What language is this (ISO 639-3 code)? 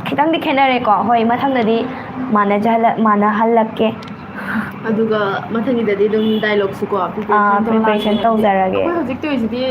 mni